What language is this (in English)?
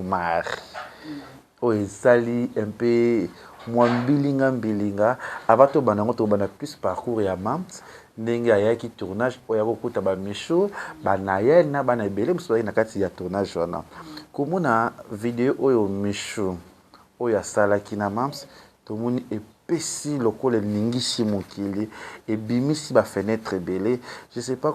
Lingala